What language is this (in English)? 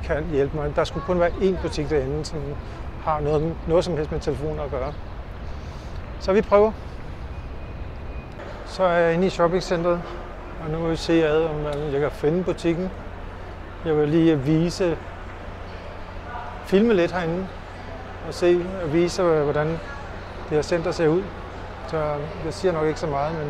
Danish